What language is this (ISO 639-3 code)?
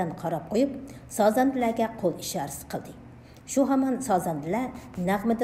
uig